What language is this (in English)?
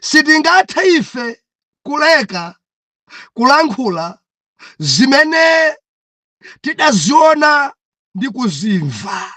Nyanja